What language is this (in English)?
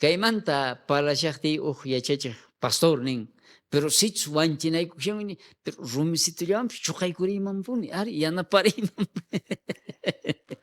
South Bolivian Quechua